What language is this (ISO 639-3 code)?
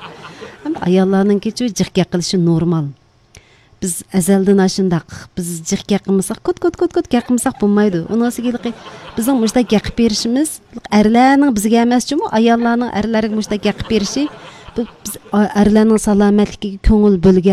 uig